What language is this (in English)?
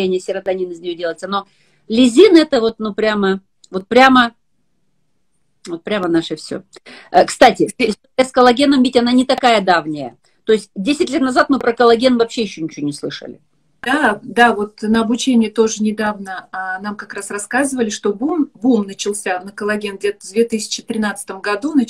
Russian